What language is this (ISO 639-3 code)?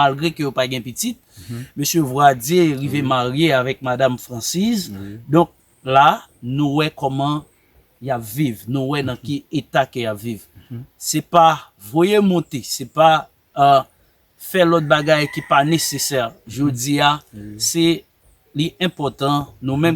hat